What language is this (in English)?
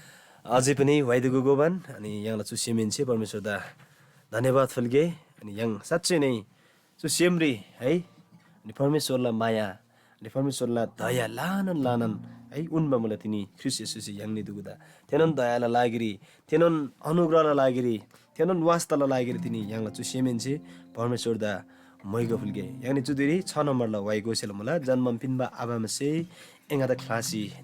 Eastern Tamang